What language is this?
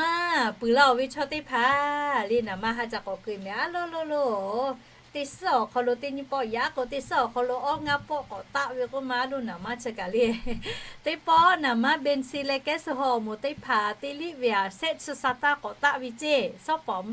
Lahu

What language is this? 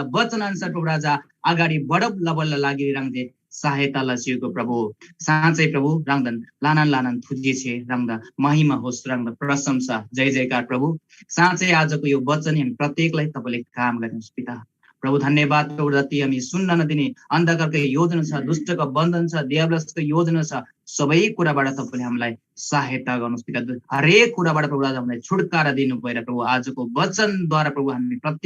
Eastern Tamang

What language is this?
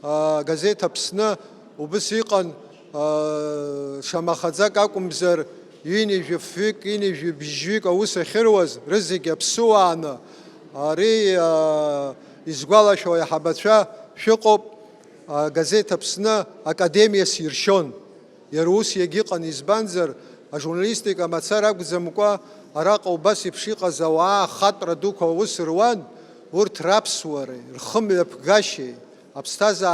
Abkhazian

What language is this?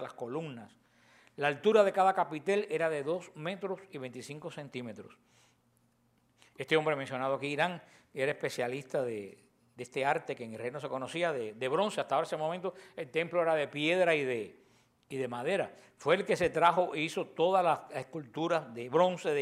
Spanish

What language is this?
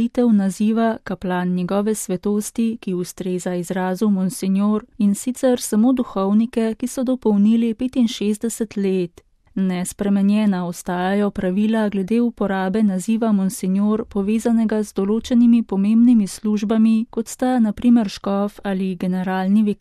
Slovenian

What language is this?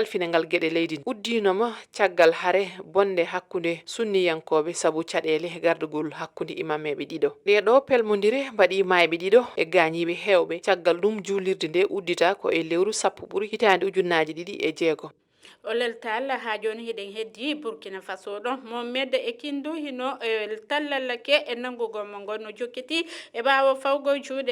Fula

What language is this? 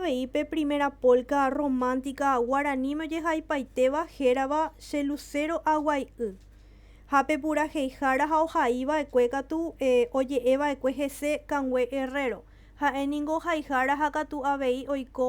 Guarani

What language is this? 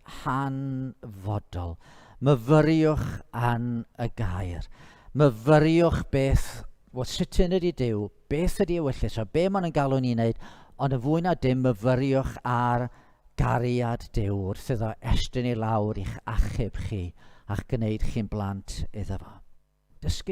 Welsh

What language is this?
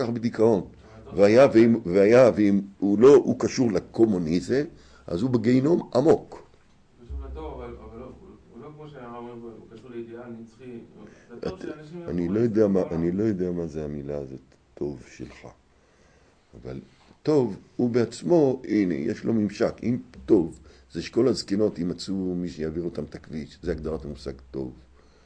Hebrew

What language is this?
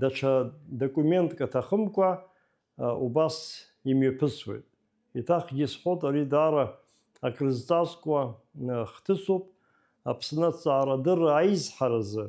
Abkhazian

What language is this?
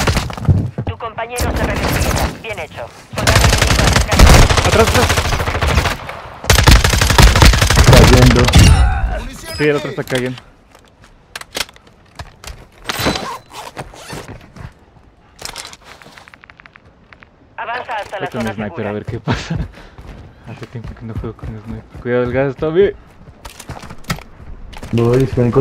Spanish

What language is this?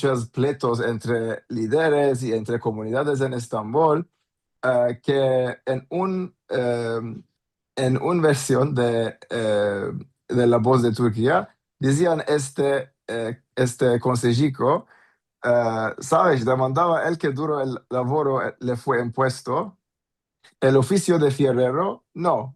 Ladino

